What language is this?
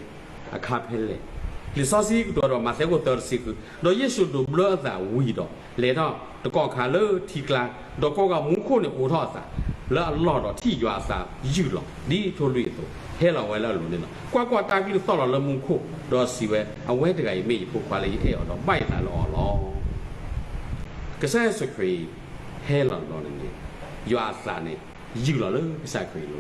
S'gaw Karen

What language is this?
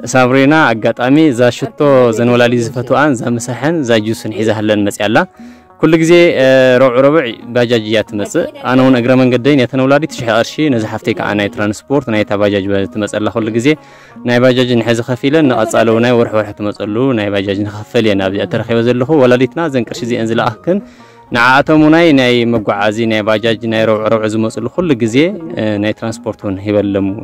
Tigrinya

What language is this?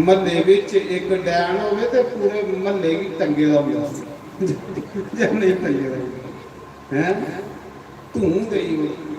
Dogri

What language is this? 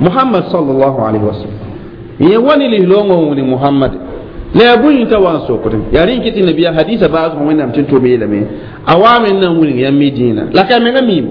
Mossi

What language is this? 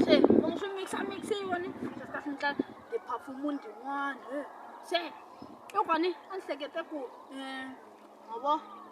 Tsonga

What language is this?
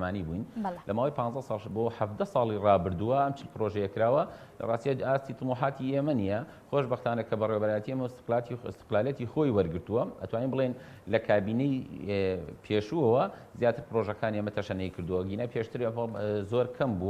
Central Kurdish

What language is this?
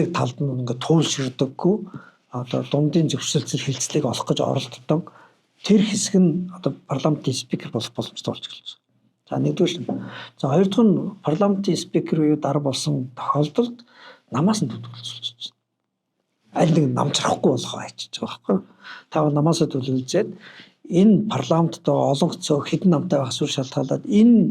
Mongolian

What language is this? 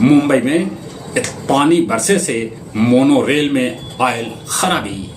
Magahi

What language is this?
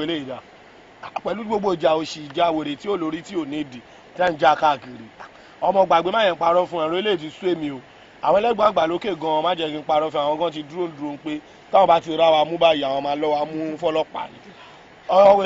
Yoruba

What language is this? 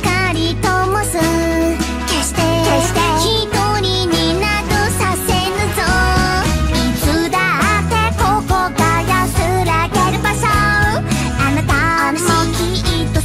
Japanese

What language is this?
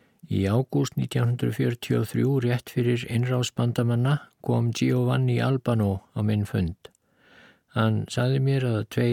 Icelandic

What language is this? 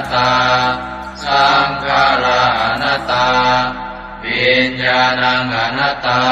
Pali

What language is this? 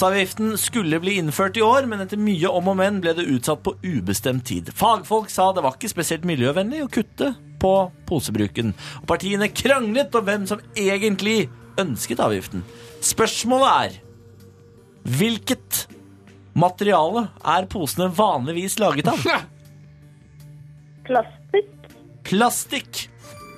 Norwegian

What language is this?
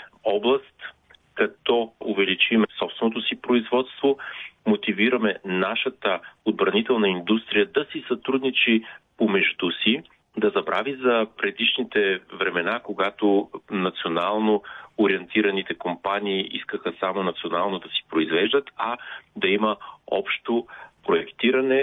Bulgarian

